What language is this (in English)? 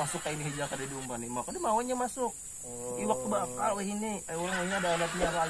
Banjar